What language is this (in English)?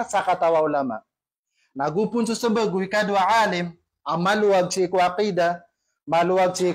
Maranao